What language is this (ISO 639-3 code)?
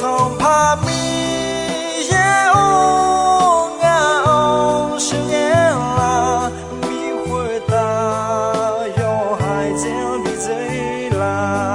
ahk